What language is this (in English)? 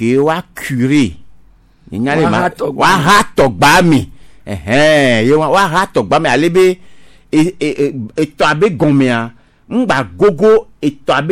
Gen